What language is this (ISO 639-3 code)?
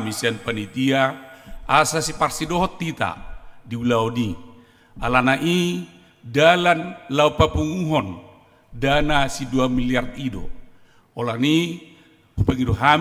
bbc